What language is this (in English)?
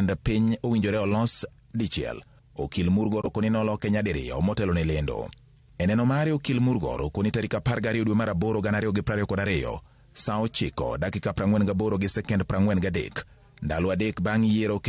Luo (Kenya and Tanzania)